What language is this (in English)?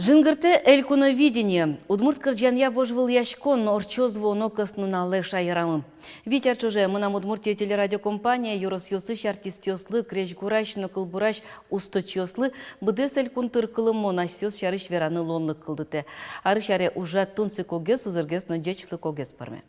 Udmurt